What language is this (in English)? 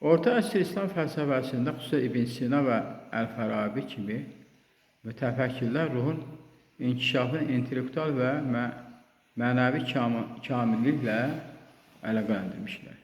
Azerbaijani